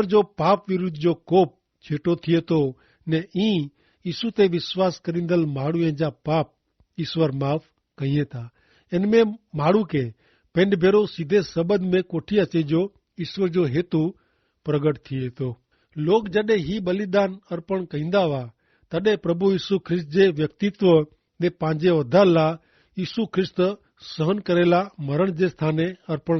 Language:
Kachhi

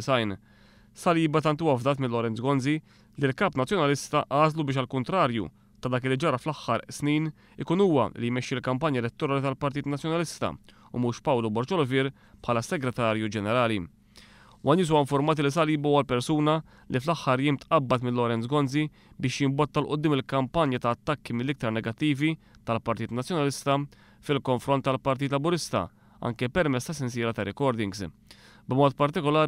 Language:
Maltese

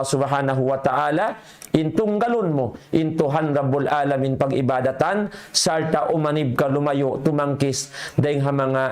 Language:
Tausug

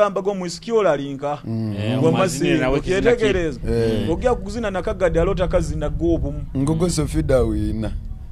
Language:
Nyoro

